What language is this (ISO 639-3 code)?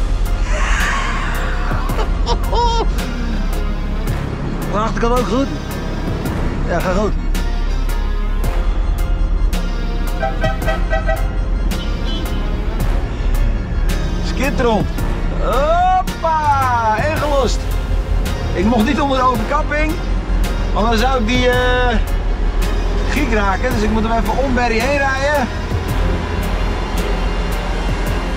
nld